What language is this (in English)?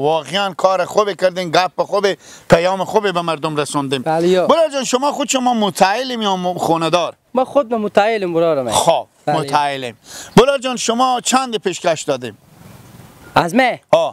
Persian